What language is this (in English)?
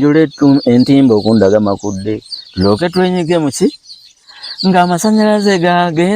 Ganda